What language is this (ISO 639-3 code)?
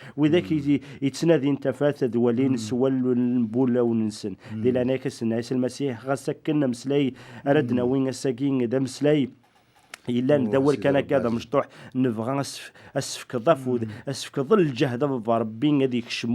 kab